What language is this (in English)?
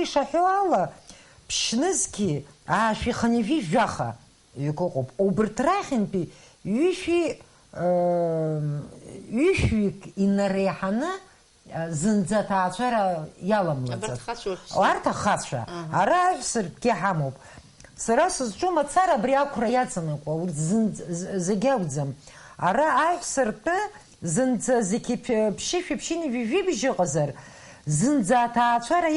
Abkhazian